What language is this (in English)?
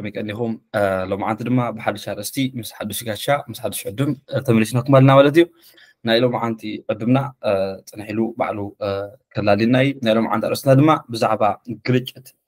Tigrinya